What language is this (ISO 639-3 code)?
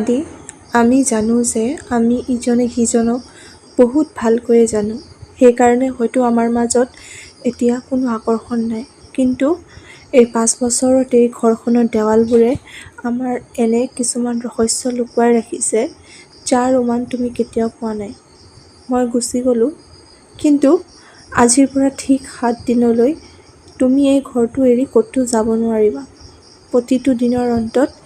asm